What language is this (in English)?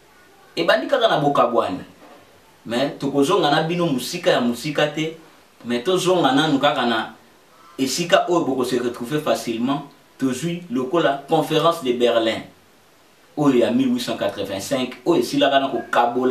Lingala